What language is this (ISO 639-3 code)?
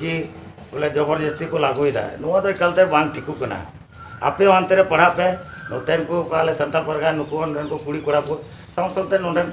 sat